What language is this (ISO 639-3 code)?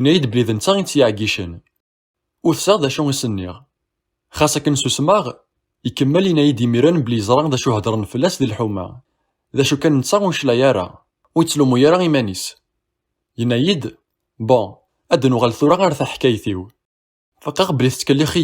kab